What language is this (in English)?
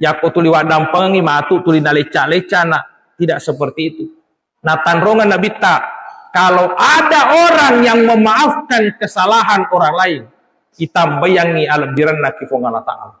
Buginese